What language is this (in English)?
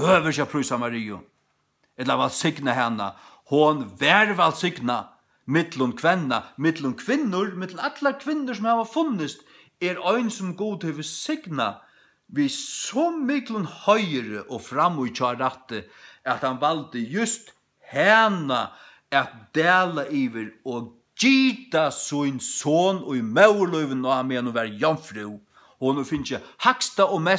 Faroese